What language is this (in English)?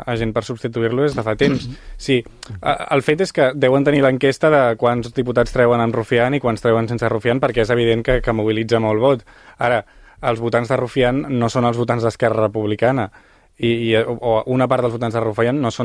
Catalan